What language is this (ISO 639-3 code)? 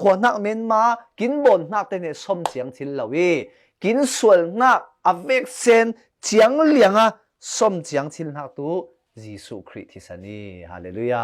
cfm